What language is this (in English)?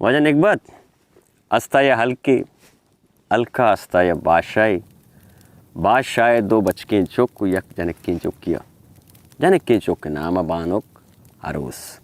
Baluchi